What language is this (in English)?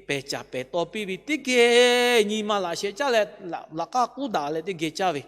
Lahu